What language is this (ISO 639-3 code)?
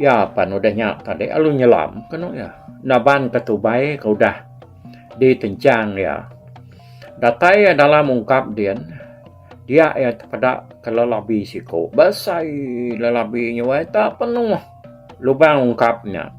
iba